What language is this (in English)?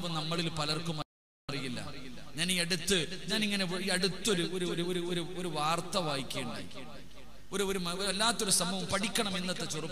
Malayalam